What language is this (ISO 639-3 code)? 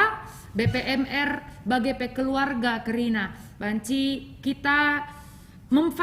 btx